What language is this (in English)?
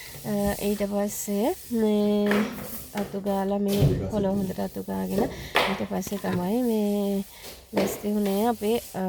Sinhala